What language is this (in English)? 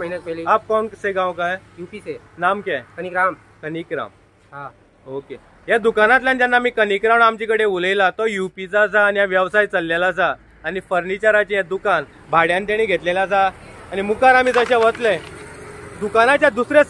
Konkani